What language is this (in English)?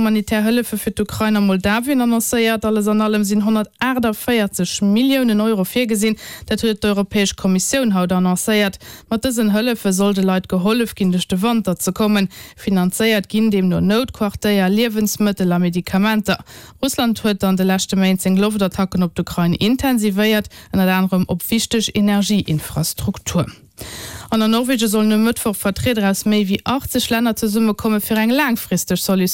Luxembourgish